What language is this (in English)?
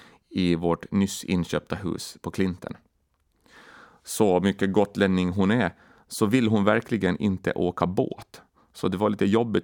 Swedish